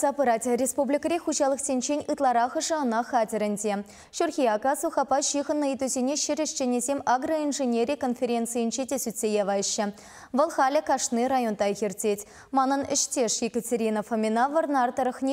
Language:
Chuvash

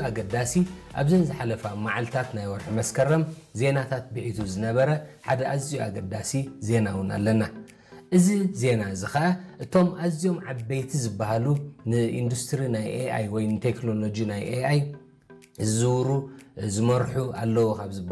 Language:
Tigrinya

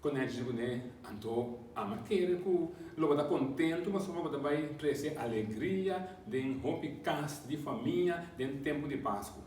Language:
Papiamento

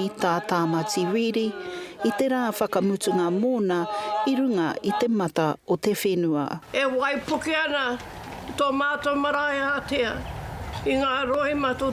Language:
Māori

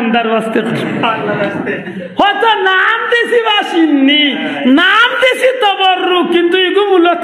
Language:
Sylheti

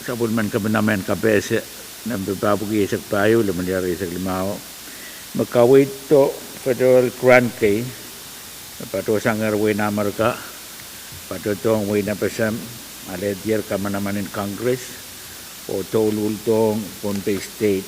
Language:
Pohnpeian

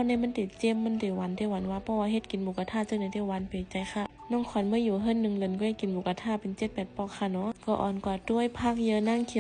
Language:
Shan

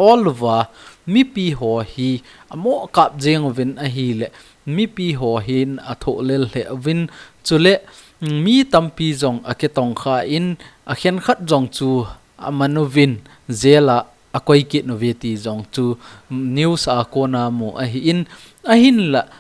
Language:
Thado Chin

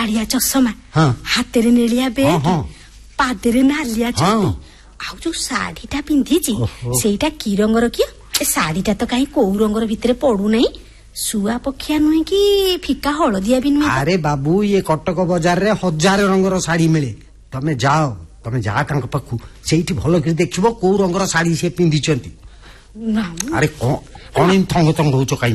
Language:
Odia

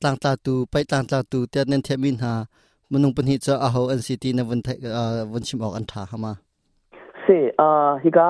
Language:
Hakha Chin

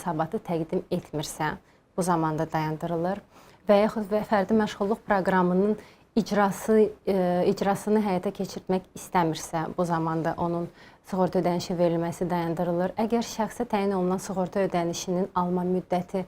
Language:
Azerbaijani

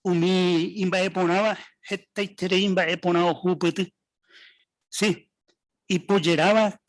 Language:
Guarani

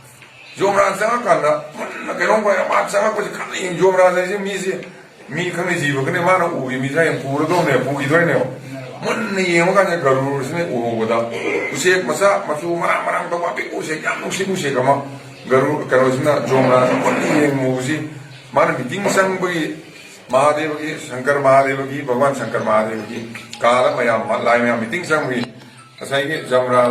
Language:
Manipuri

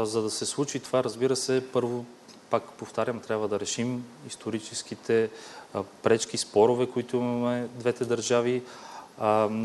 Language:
Bulgarian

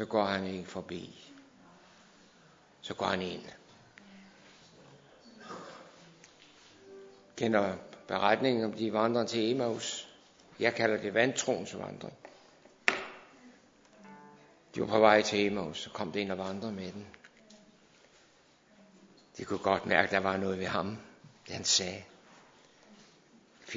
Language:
Danish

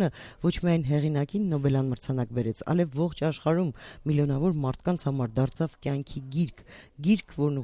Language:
Armenian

